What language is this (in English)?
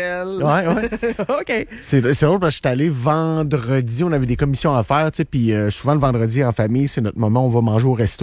French